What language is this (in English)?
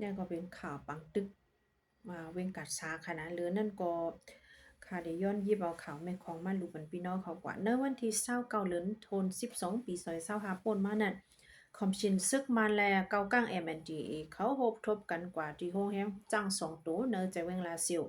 Shan